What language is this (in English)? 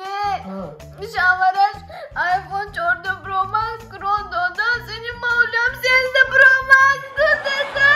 Tajik